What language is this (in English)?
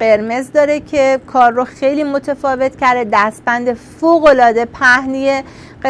Persian